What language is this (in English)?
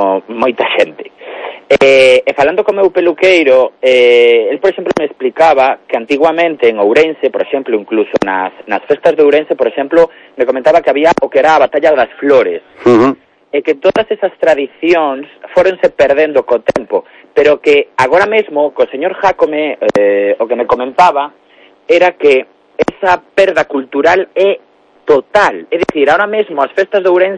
Galician